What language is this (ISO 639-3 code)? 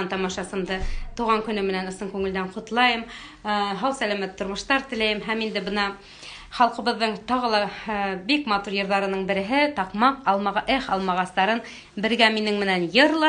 bak